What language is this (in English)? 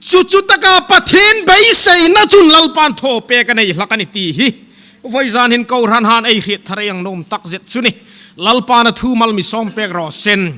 Hmar